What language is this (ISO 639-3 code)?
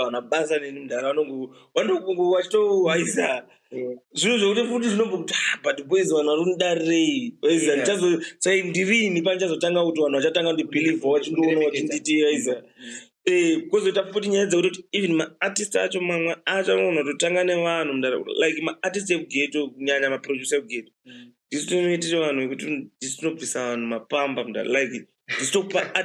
sna